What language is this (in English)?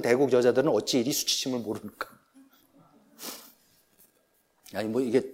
Korean